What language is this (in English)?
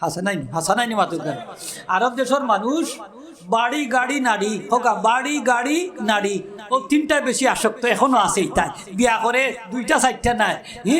Sylheti